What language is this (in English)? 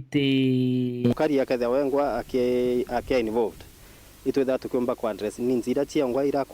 Meru